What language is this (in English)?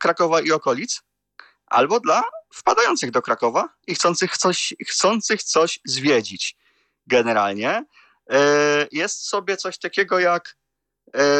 Polish